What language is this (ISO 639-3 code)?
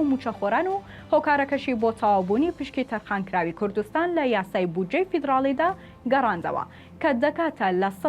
ckb